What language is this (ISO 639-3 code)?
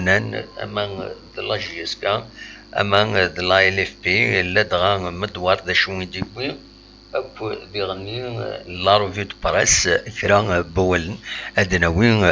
kab